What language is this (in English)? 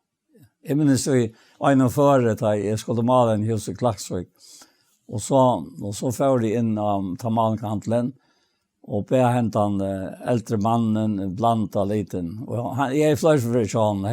Faroese